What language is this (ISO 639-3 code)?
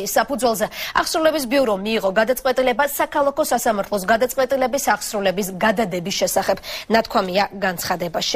kat